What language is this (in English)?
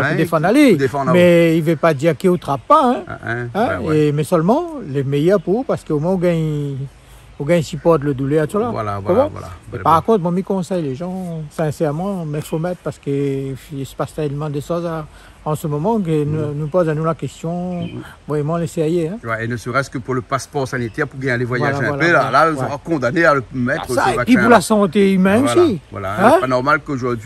Réunion Creole French